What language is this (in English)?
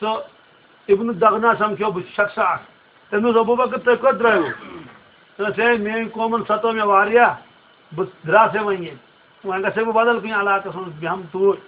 Kashmiri